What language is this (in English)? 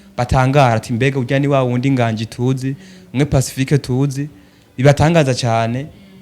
Rundi